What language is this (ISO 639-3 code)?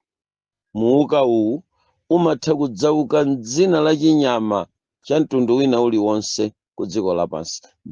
nya